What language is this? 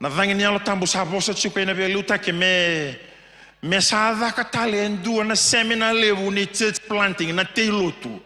Fijian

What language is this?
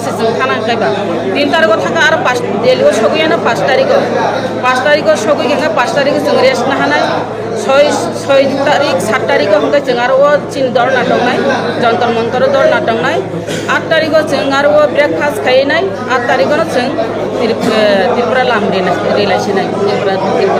Kok Borok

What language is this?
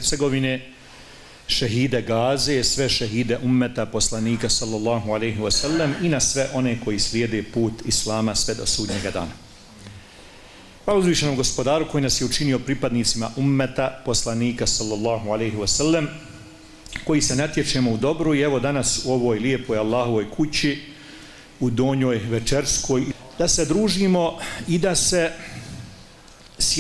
Bosnian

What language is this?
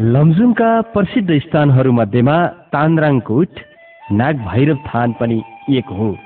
Nepali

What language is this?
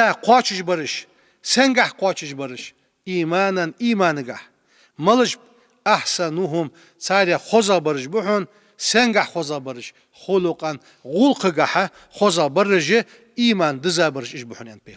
Ingush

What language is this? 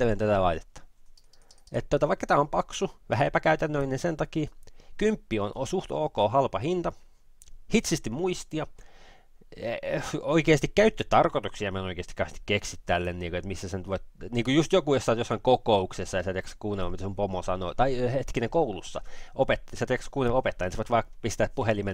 Finnish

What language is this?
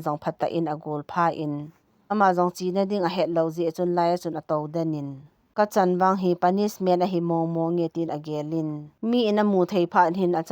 Thado Chin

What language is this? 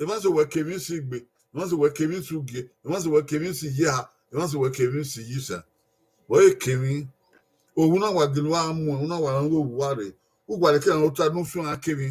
Bini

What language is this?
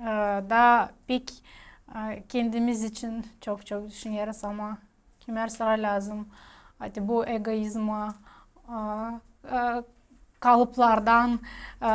Gagauz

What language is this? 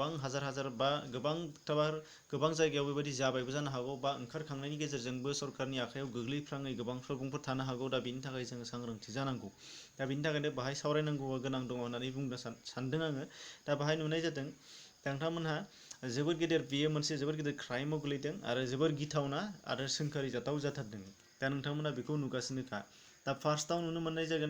Bodo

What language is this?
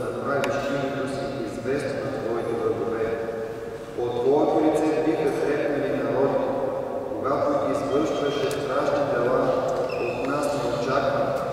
Bulgarian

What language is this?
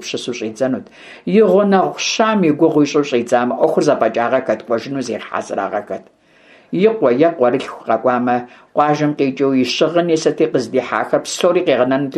Kabardian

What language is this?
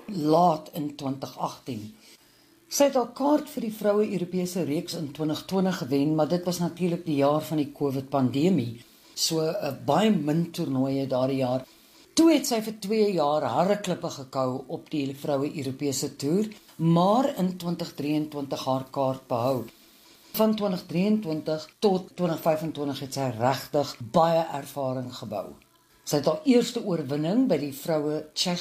Afrikaans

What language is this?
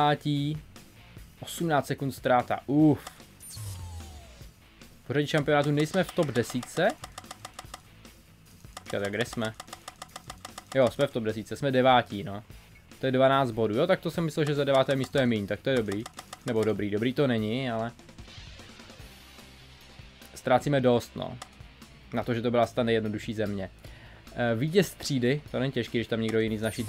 Czech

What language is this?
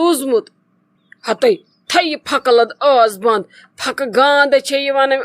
Kashmiri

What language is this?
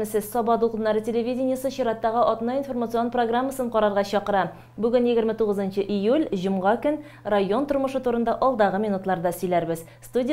Tatar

